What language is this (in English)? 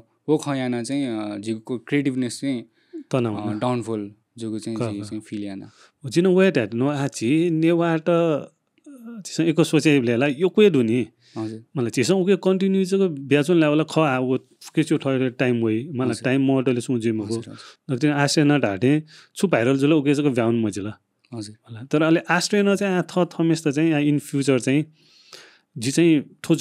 Newari